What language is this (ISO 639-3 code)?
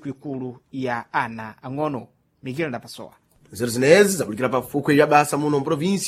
seh